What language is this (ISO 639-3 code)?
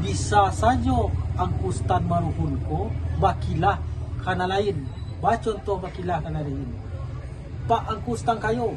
min